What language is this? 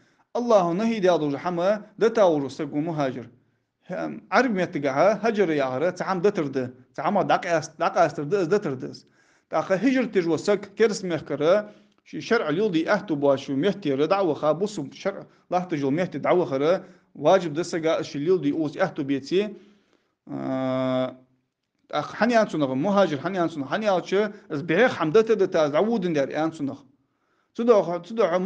Ingush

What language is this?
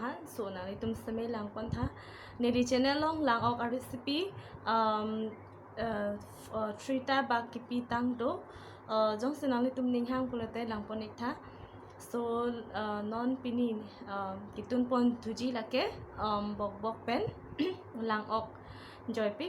Karbi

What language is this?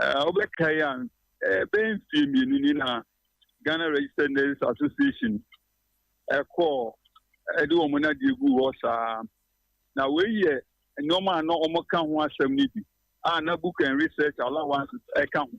Akan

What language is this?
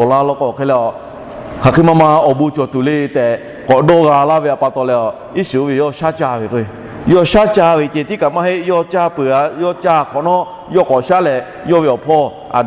Lahu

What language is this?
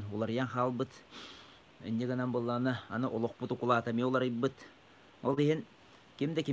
Yakut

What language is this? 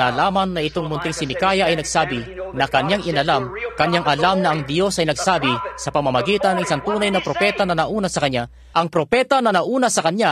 Filipino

